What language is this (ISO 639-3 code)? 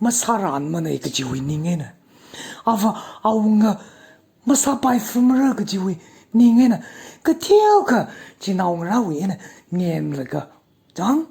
nmf